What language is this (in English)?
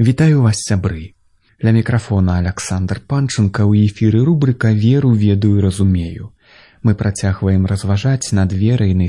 Belarusian